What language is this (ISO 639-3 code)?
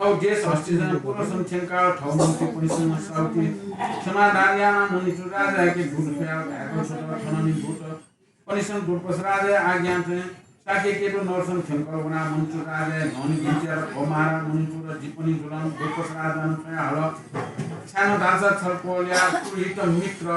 new